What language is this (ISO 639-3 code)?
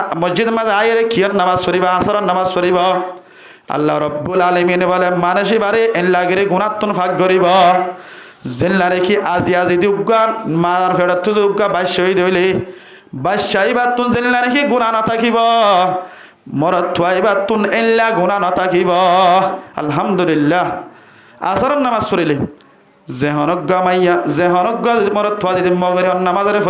rhg